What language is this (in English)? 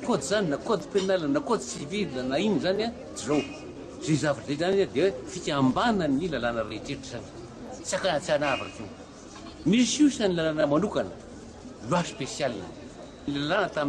Malagasy